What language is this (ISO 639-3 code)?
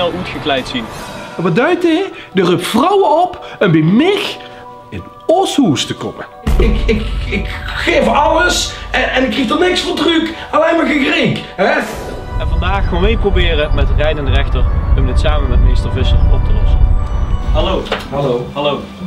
lim